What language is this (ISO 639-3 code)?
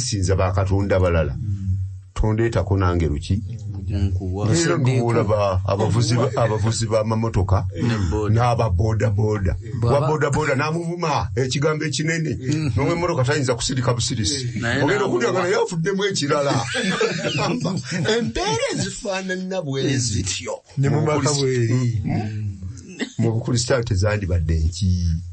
lug